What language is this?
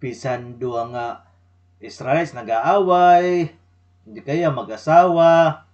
Waray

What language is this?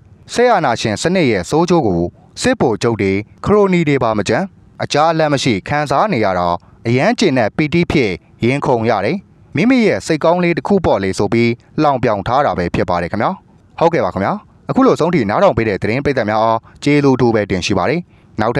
Burmese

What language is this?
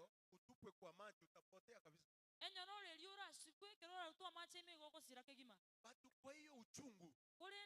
Gusii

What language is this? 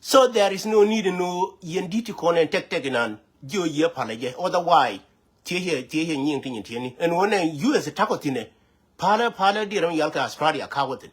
Nuer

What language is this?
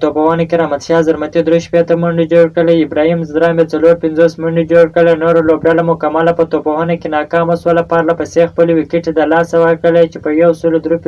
Pashto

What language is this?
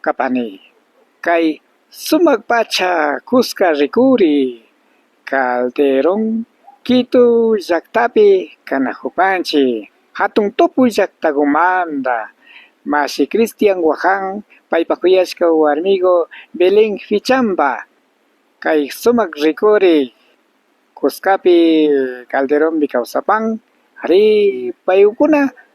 Imbabura Highland Quichua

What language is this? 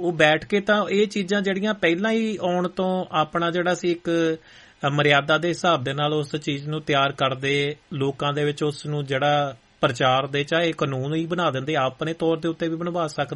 Punjabi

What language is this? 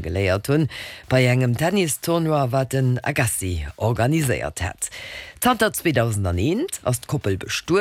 Luxembourgish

